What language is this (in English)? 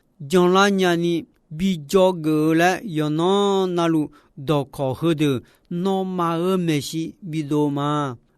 Akha